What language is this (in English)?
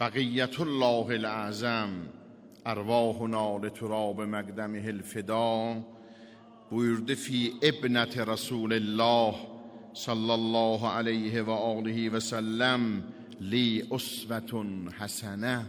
Azerbaijani